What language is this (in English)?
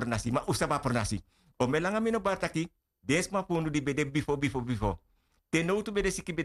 Sranan Tongo